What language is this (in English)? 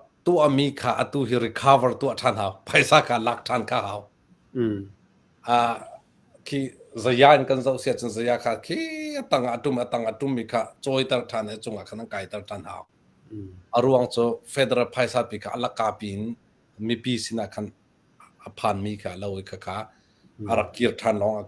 Hakha Chin